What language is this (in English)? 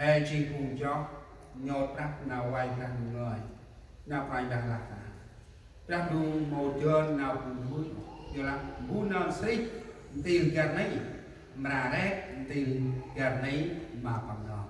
Central Mnong